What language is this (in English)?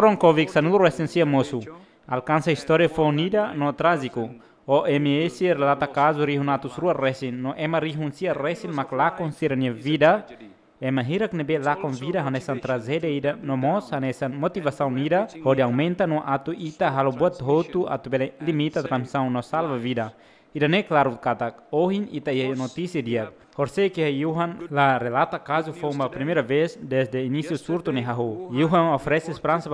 Tetum